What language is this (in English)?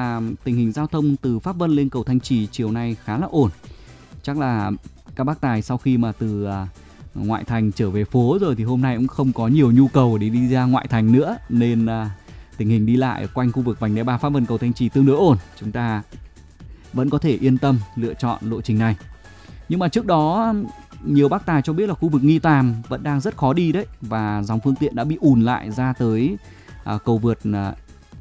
Vietnamese